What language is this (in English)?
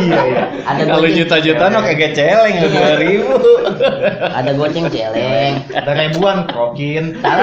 Betawi